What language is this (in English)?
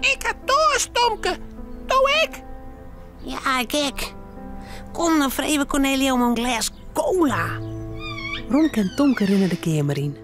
Western Frisian